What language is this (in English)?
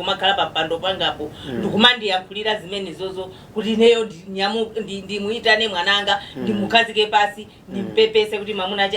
Nyanja